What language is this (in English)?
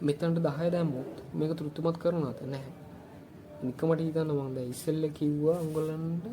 Sinhala